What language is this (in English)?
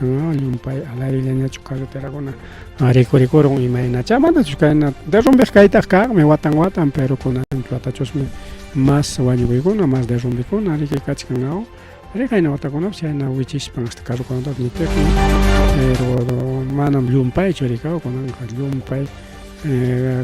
Ayacucho Quechua